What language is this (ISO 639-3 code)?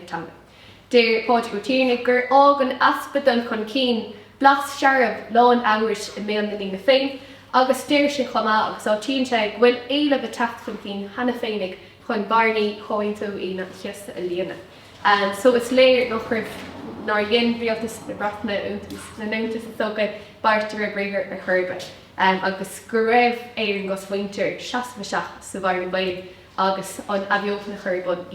gle